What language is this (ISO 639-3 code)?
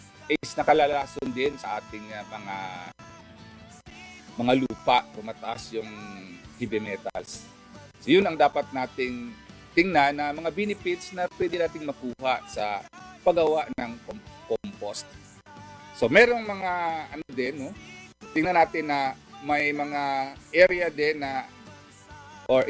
fil